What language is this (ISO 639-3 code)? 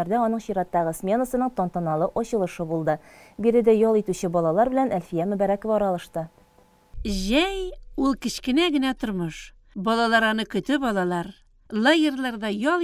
tat